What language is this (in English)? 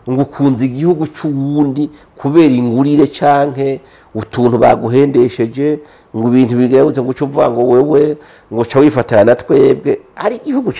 Rundi